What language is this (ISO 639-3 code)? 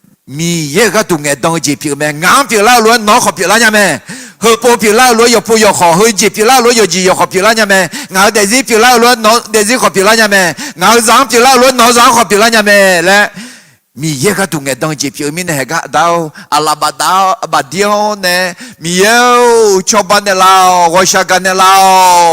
ahk